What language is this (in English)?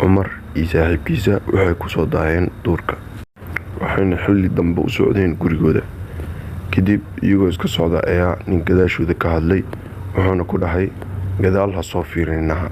Somali